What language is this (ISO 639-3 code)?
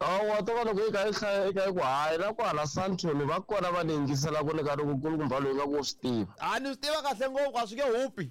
tso